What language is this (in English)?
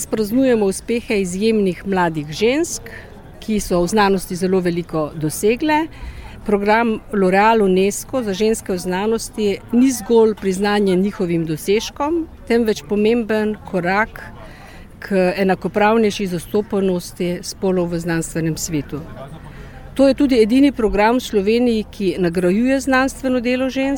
Slovenian